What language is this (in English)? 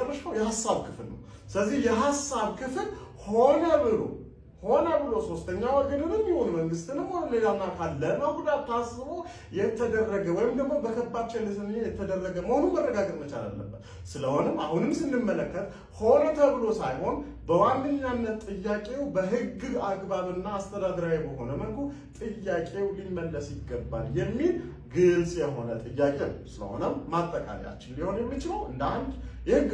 Amharic